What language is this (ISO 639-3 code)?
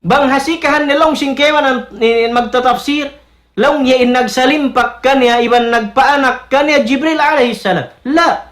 tsg